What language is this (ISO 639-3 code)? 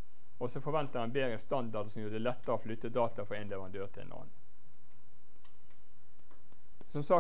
nor